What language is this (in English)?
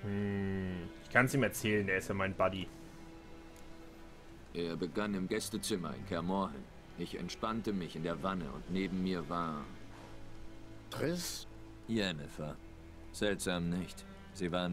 German